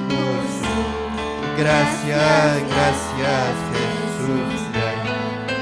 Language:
Ayacucho Quechua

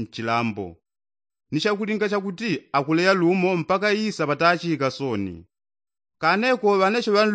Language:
Yao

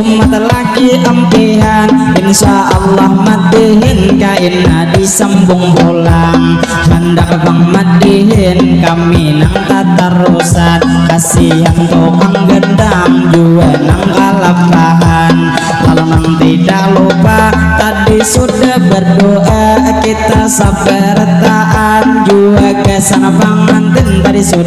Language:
Banjar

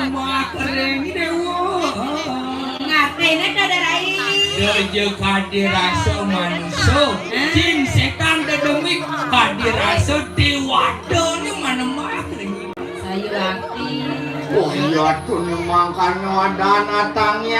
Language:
Balinese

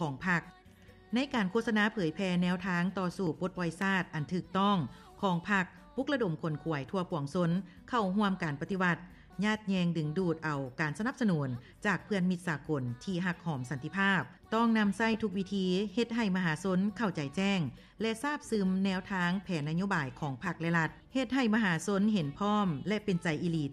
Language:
Lao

